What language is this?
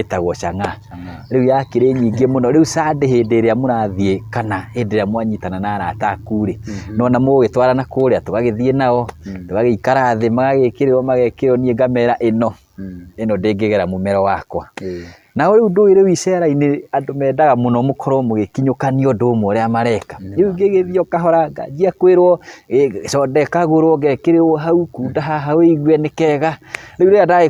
Kikuyu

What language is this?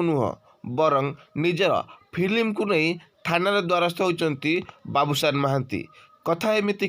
Odia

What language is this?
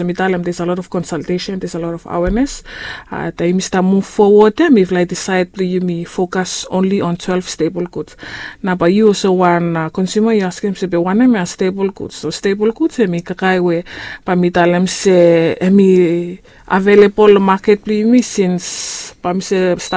Bislama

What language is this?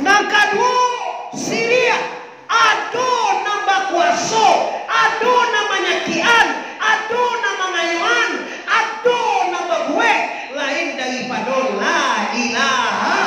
Minangkabau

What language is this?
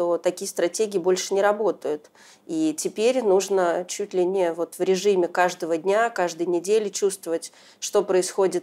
Russian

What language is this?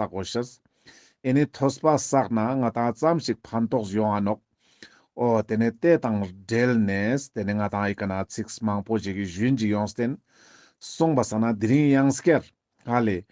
Ladakhi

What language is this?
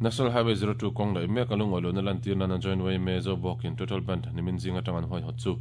Mizo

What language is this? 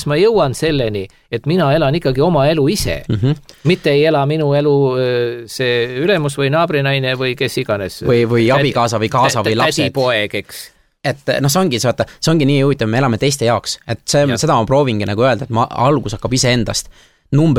Estonian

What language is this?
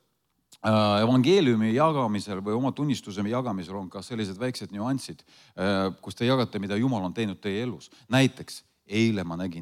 Estonian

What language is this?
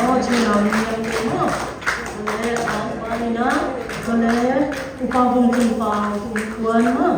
Siyin Chin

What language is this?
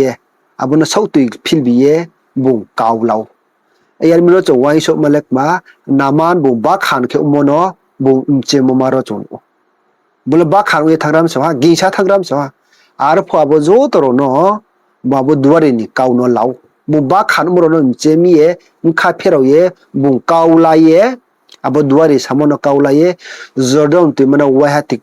Riang (India)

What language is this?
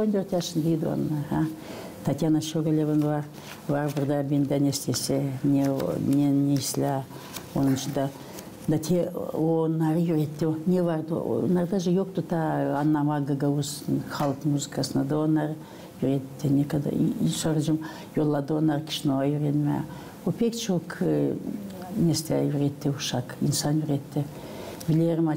Gagauz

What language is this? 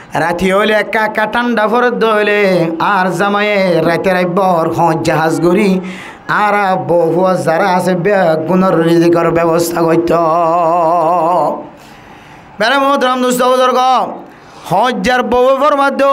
Rohingya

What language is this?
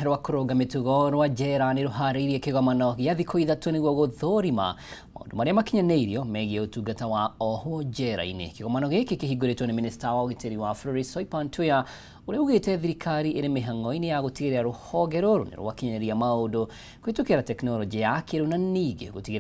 Kikuyu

